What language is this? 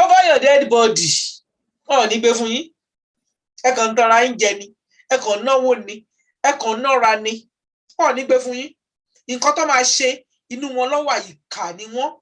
Yoruba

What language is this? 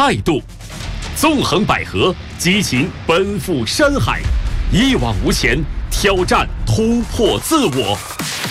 Chinese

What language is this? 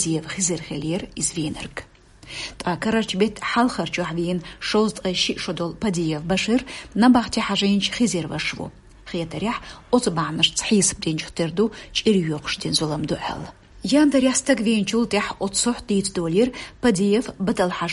Chechen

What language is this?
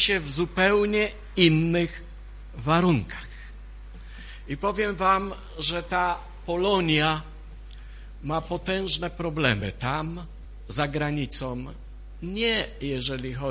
Polish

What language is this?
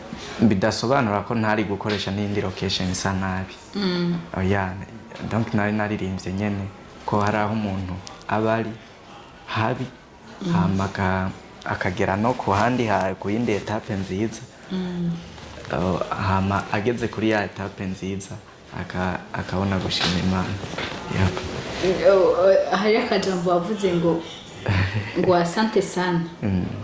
Rundi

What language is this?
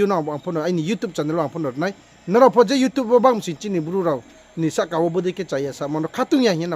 Riang (India)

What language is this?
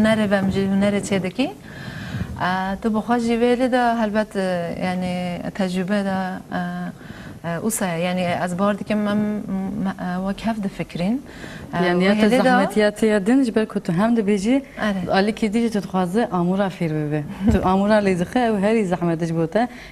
Kurdish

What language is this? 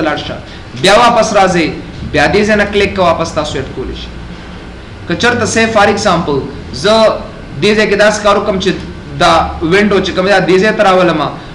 Pashto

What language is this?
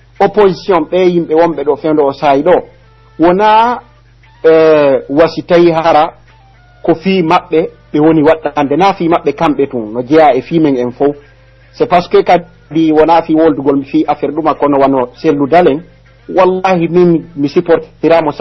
Pular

